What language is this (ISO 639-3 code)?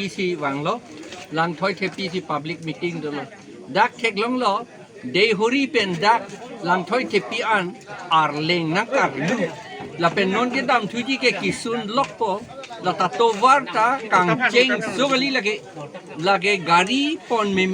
mjw